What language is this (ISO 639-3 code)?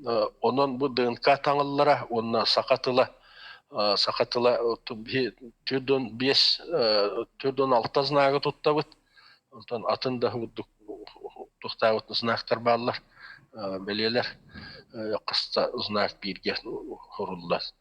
sah